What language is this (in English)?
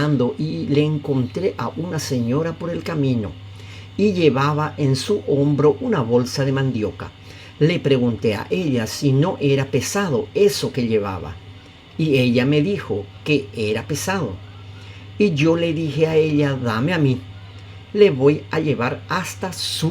Guarani